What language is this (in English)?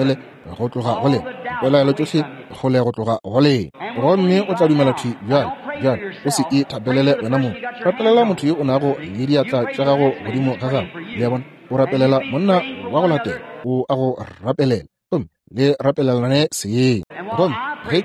Northern Sotho